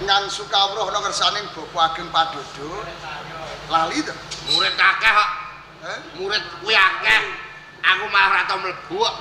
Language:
Javanese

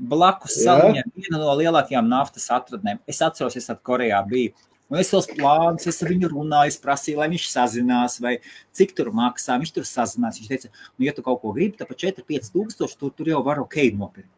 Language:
Latvian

